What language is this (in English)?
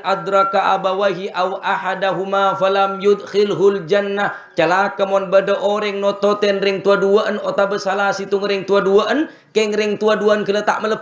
Madurese